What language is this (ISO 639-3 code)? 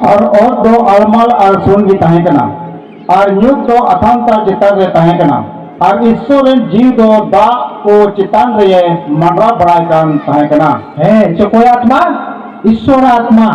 sat